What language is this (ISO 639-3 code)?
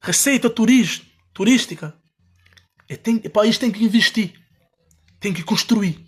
kea